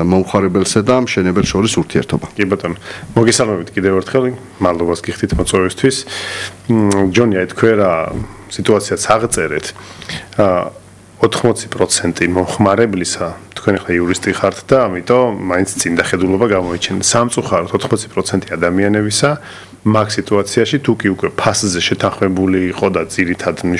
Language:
Georgian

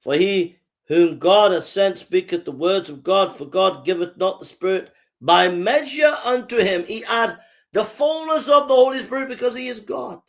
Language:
English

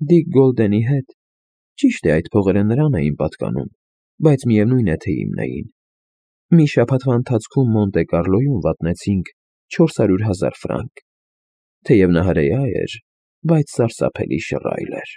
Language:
Armenian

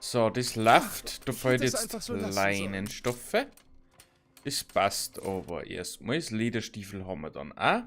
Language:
Bavarian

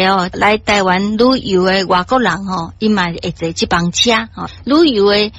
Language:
Min Nan Chinese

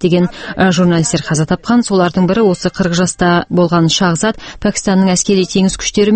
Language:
Kazakh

